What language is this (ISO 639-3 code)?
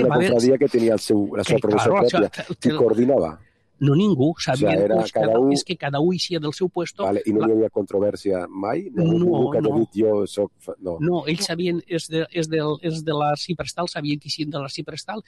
cat